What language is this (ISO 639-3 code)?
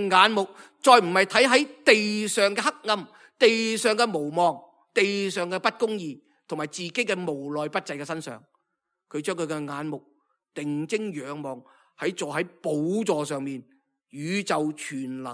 yue